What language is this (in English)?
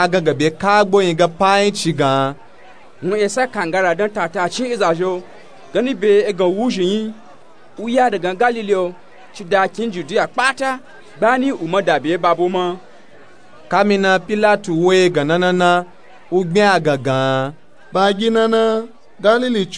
Nupe-Nupe-Tako